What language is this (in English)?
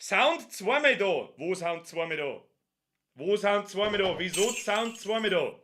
Bavarian